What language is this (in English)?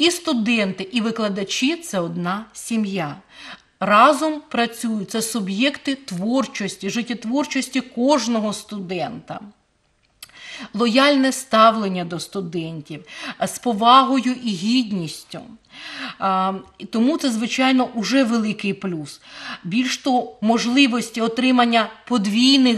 Ukrainian